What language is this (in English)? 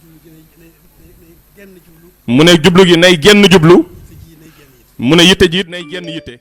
Wolof